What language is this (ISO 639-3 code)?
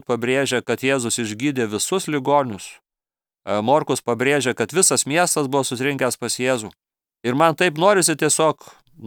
lit